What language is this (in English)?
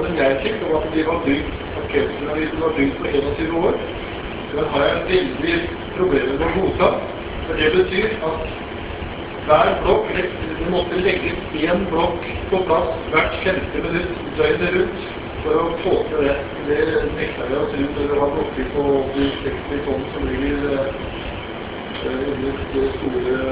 Norwegian